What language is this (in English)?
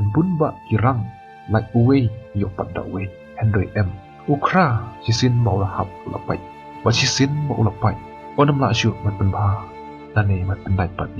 Khasi